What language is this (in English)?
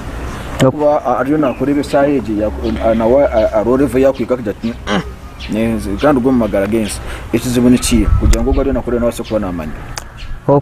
Nyankole